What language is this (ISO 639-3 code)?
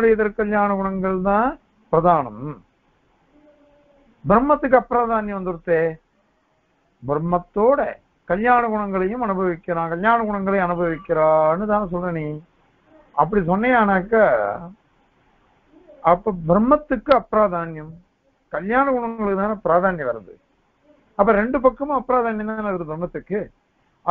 tam